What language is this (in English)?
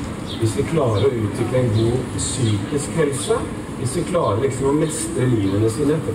Norwegian